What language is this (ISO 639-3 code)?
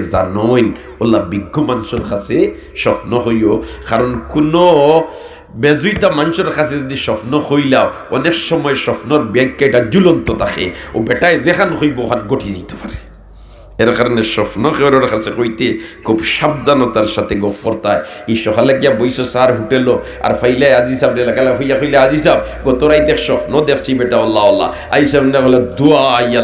syl